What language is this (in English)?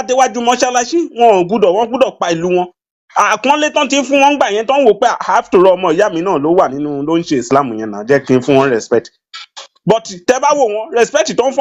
Yoruba